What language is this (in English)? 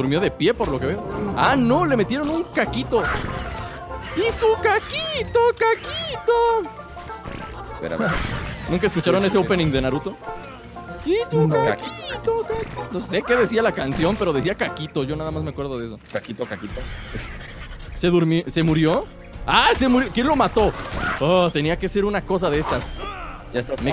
Spanish